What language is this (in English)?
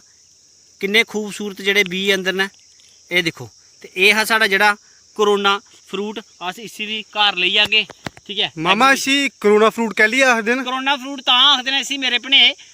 Dogri